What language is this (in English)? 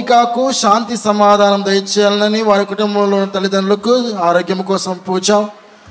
Telugu